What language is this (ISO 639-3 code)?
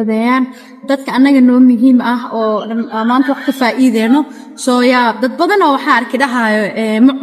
som